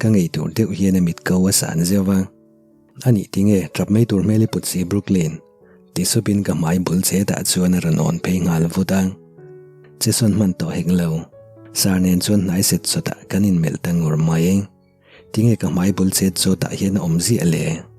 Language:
Mizo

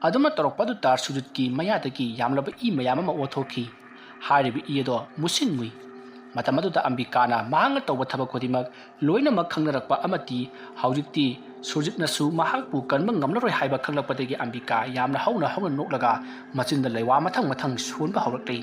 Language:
Manipuri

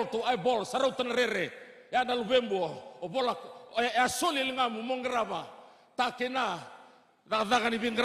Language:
Fijian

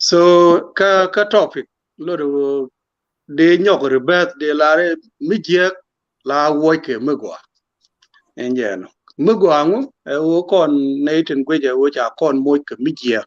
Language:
Nuer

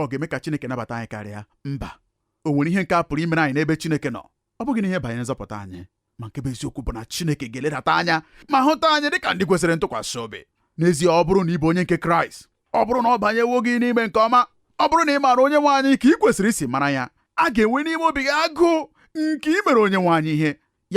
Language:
Igbo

